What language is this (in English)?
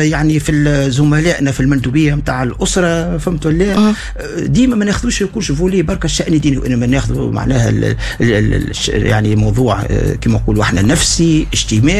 Tunisian Arabic